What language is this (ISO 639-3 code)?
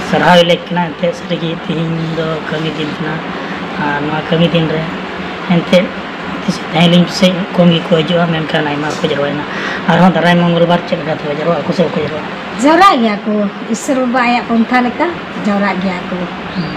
sat